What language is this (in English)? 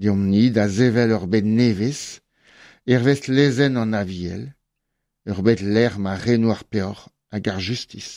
Breton